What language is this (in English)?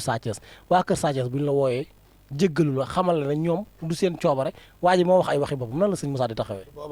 Wolof